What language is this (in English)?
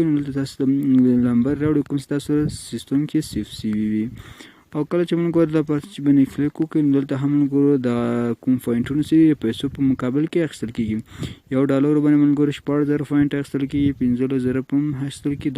Pashto